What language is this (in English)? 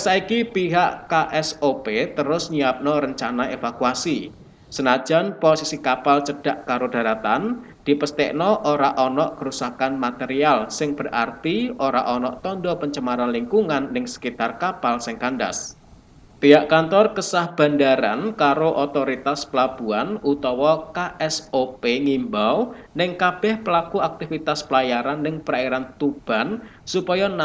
Javanese